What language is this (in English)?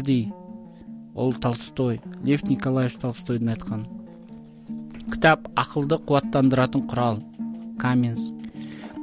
Kazakh